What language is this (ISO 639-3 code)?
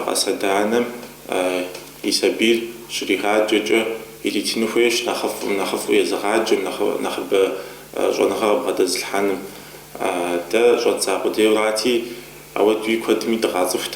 kbd